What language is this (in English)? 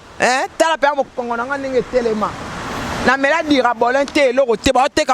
Lingala